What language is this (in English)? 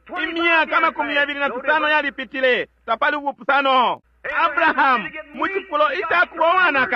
Bemba